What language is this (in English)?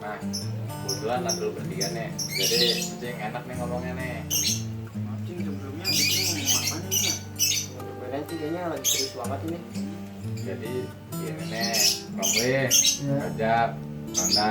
Betawi